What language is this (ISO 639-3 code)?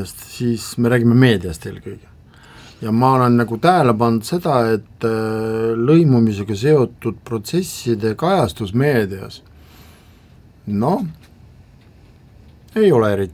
est